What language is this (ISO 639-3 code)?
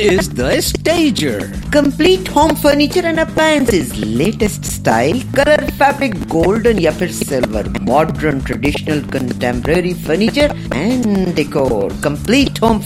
pan